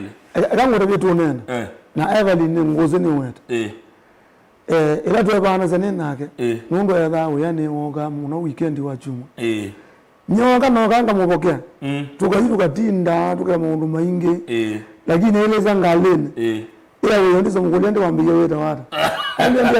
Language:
Kamba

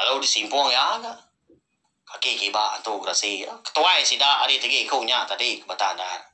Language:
Iban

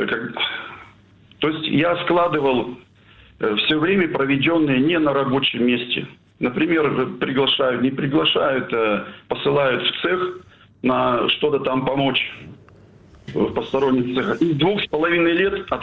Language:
Russian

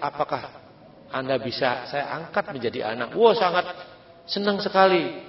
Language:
Indonesian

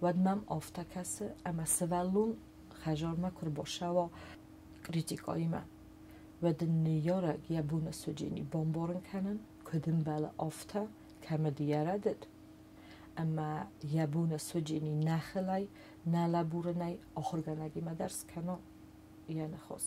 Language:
Ossetic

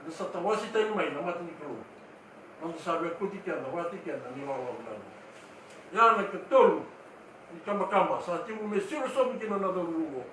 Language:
Fijian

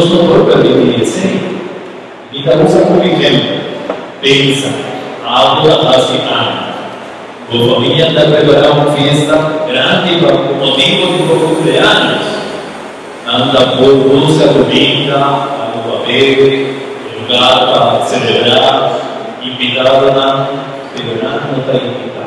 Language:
Papiamento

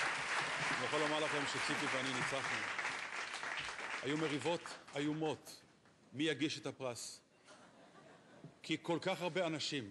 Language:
Hebrew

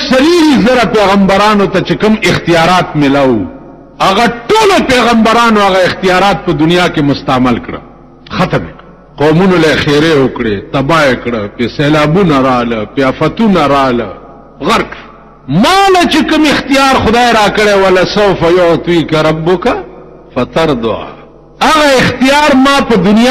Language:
Pashto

